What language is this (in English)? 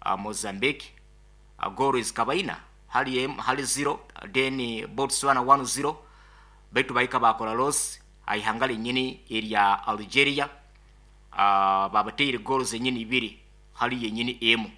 Nyoro